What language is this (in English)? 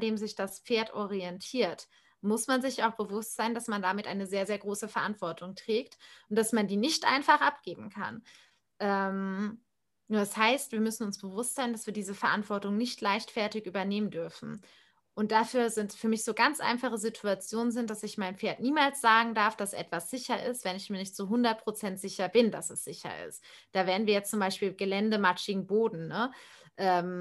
German